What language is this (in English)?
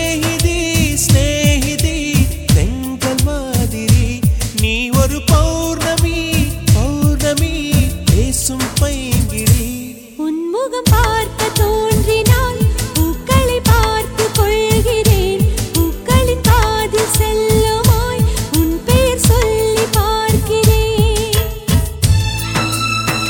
Tamil